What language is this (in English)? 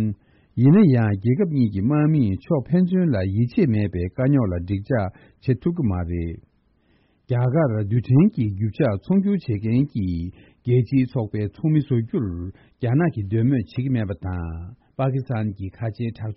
Tibetan